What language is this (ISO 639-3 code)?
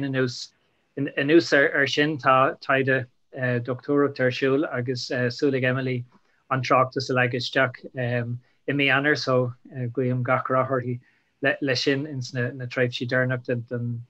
gle